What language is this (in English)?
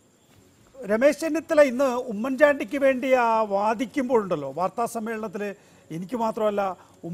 Malayalam